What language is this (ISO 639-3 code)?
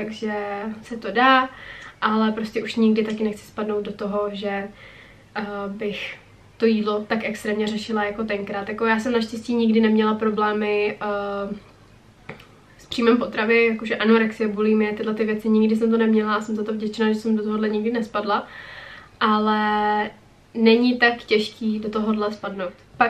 ces